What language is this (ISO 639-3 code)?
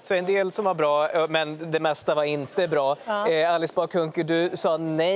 swe